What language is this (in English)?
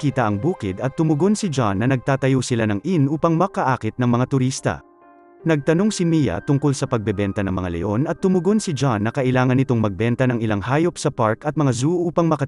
Filipino